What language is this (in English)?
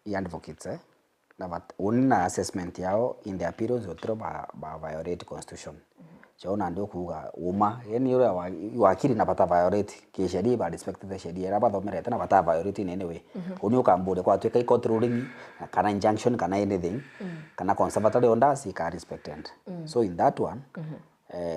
Meru